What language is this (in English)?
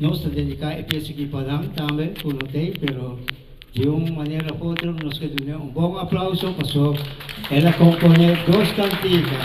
Papiamento